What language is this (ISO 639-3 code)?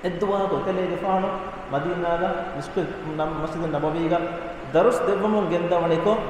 div